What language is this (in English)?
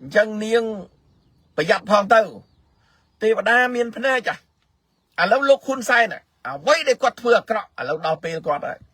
Khmer